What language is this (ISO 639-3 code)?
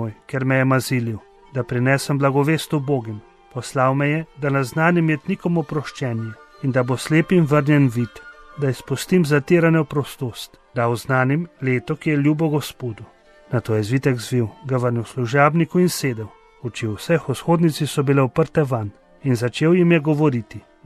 slv